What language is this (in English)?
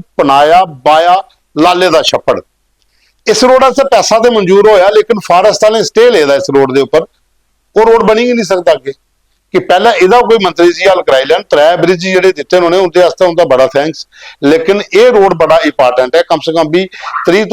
Dogri